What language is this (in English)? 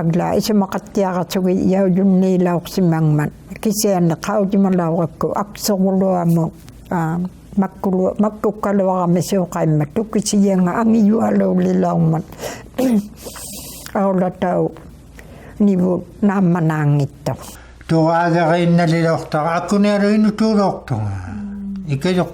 Inuktitut